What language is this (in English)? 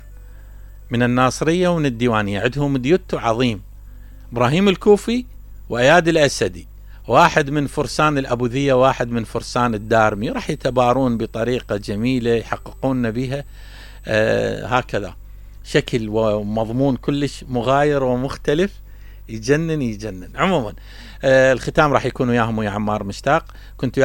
Mesopotamian Arabic